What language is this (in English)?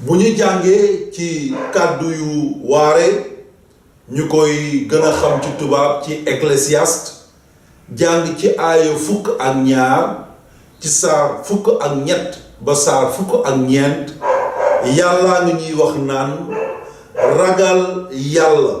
Wolof